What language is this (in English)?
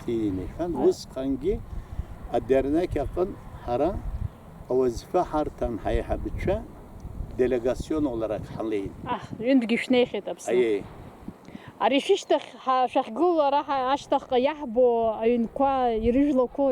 Abkhazian